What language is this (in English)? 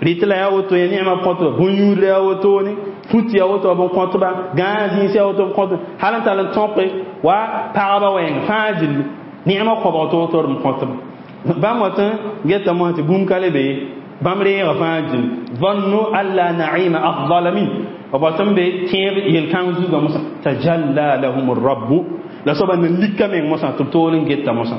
Mossi